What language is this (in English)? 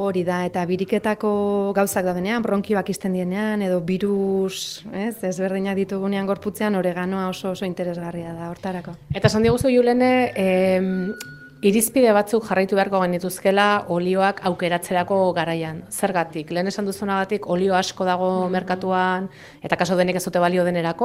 Basque